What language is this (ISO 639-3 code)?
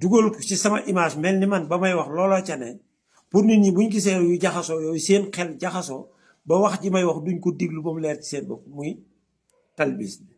wol